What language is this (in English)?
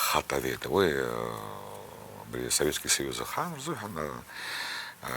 Abkhazian